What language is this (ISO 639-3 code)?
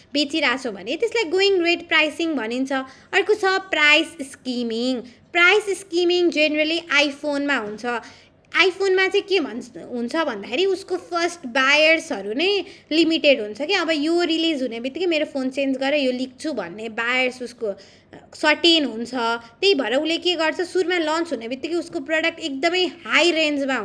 nep